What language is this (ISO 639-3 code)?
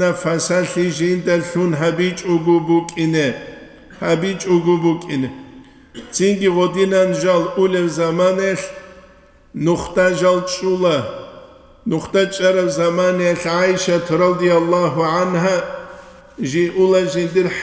ava